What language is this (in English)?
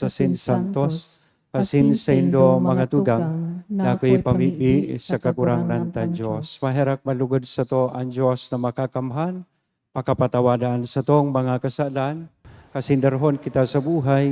Bikol